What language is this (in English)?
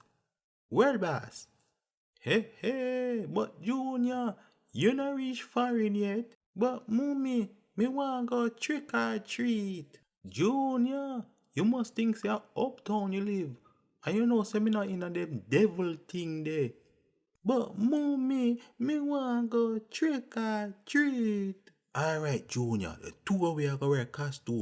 Jamaican Creole English